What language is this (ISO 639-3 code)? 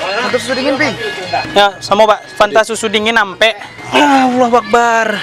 min